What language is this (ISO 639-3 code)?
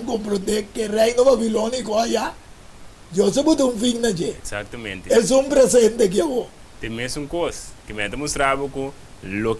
pap